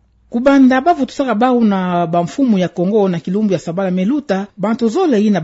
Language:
Kituba (Democratic Republic of Congo)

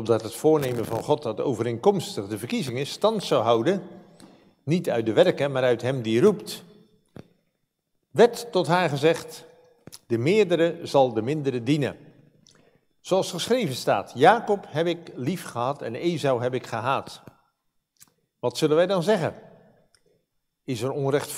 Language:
Dutch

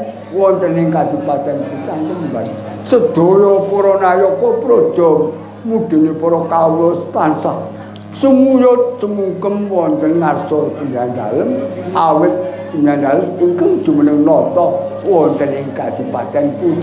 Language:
Javanese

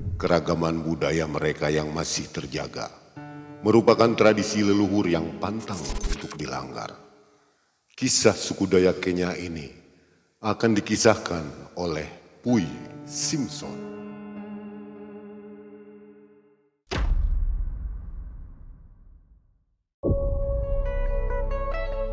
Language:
Indonesian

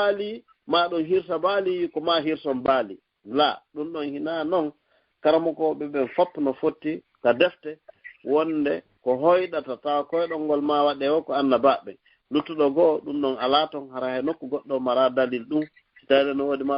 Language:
Fula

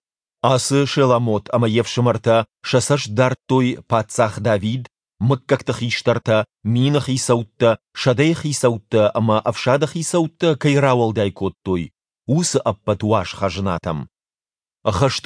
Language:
Ossetic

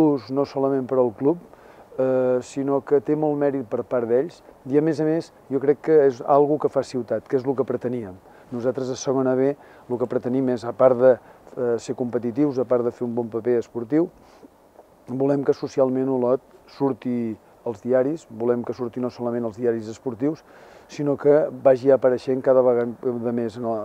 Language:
Catalan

